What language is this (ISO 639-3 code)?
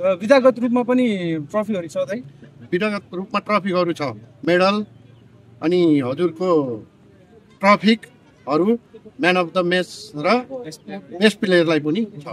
nep